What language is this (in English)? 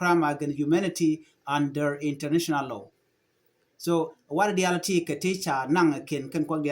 Nuer